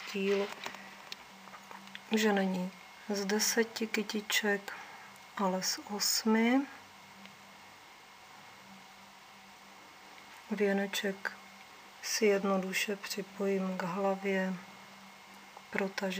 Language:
Czech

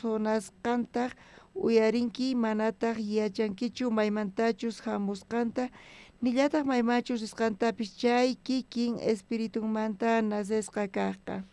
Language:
South Bolivian Quechua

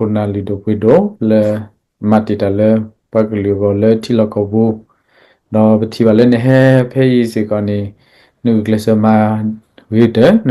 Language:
S'gaw Karen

